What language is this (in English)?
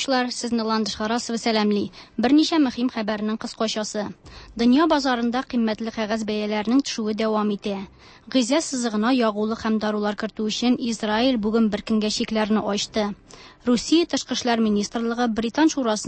Tatar